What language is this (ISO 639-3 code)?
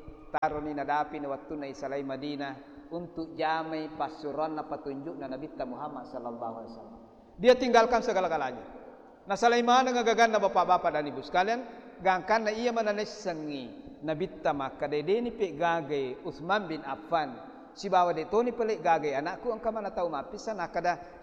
bug